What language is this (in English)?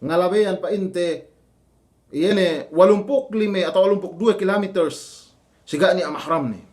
Yakan